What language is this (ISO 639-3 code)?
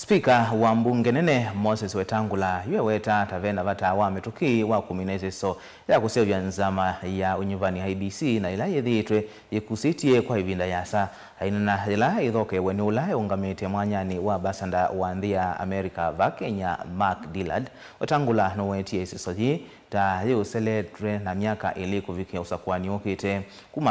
kam